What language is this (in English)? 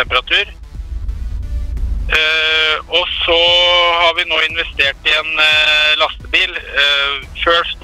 Norwegian